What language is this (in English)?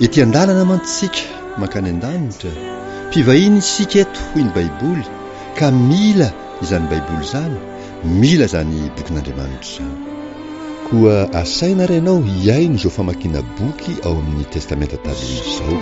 Malagasy